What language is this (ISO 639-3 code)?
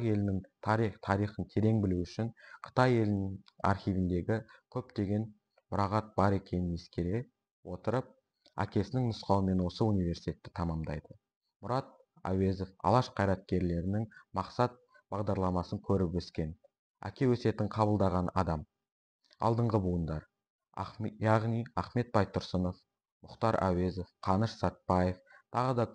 kaz